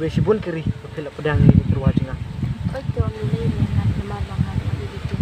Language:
Khasi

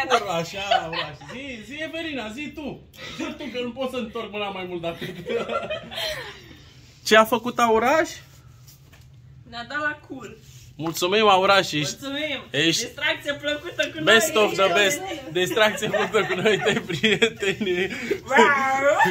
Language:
Romanian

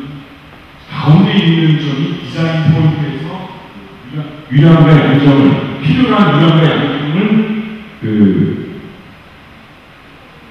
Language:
Korean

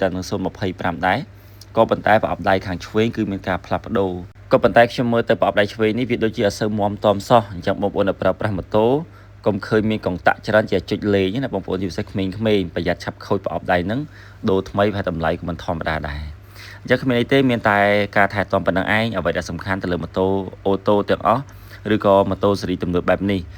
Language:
Khmer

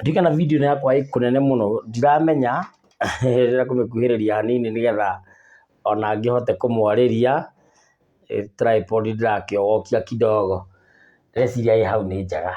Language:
Kikuyu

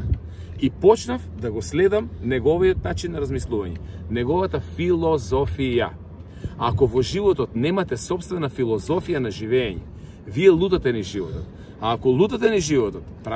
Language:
Macedonian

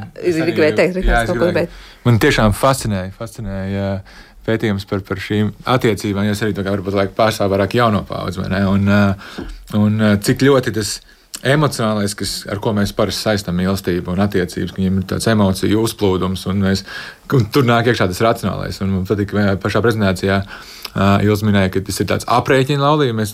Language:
Latvian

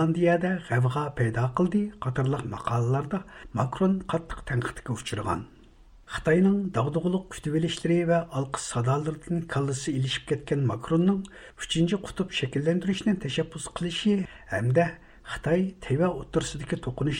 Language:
Uyghur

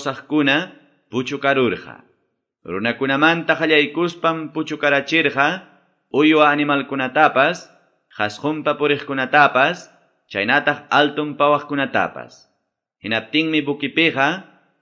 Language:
Quechua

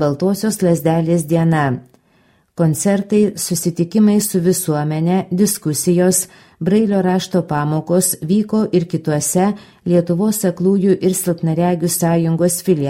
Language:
Lithuanian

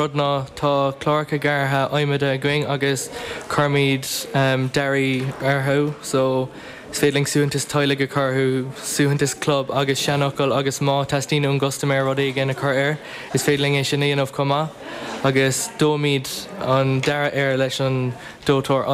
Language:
Irish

